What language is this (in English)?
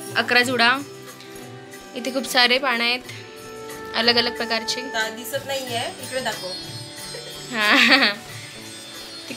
Marathi